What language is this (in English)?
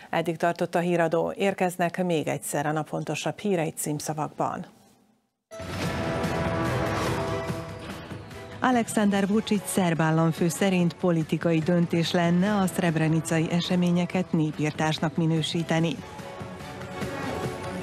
Hungarian